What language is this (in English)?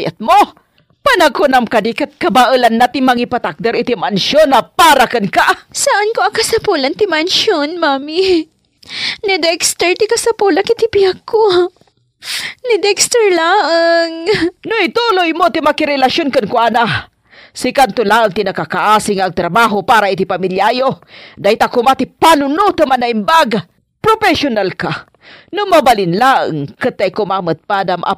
Iloko